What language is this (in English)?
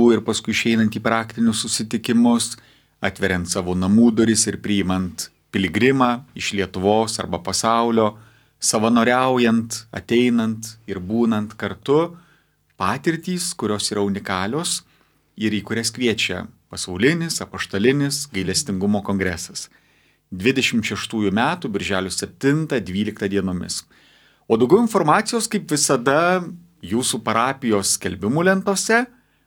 Lithuanian